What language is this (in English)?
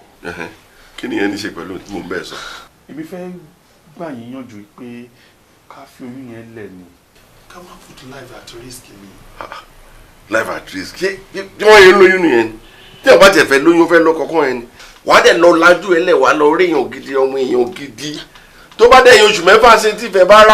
Yoruba